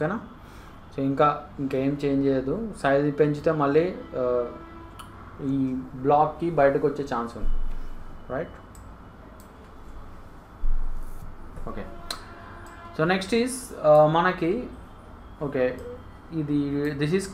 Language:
Telugu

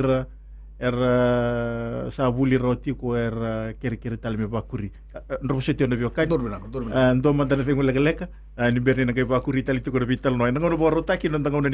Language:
Fijian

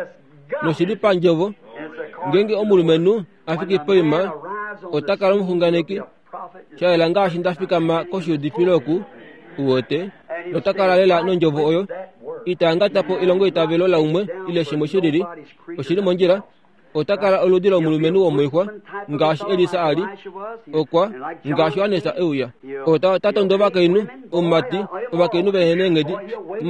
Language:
Kuanyama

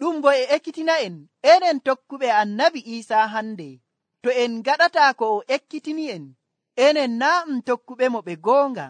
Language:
Nigerian Fulfulde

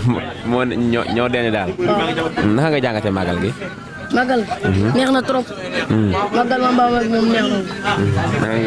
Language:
Wolof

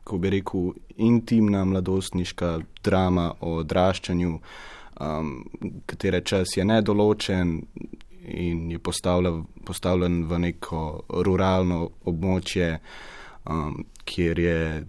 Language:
Slovenian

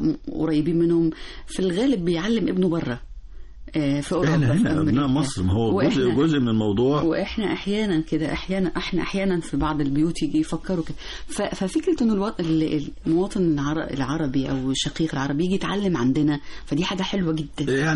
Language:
Egyptian Arabic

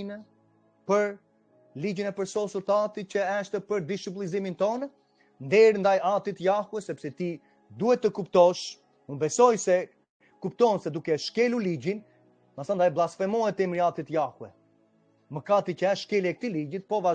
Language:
Albanian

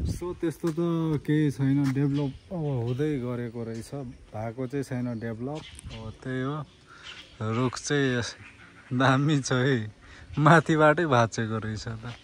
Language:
Nepali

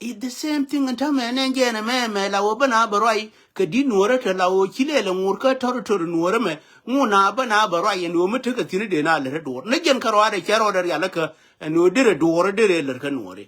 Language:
Nuer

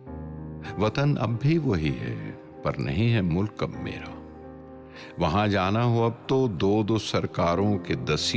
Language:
Urdu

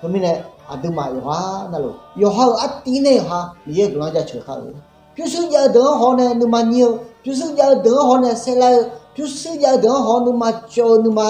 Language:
Akha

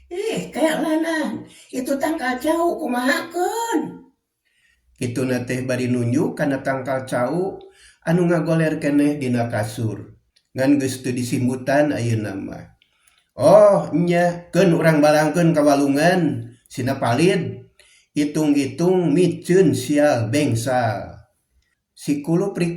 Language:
Sundanese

